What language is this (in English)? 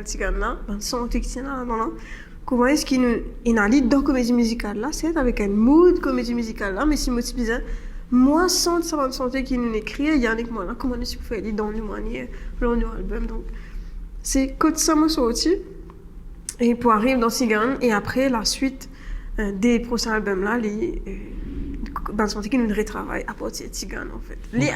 Morisyen